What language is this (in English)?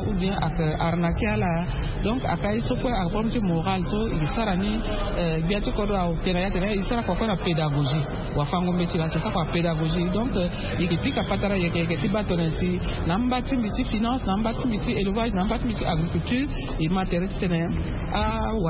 Sango